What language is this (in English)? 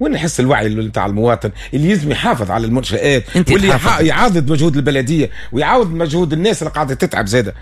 Tunisian Arabic